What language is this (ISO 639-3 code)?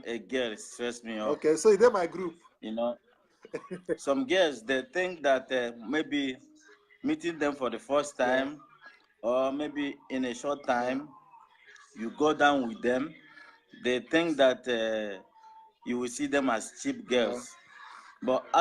pcm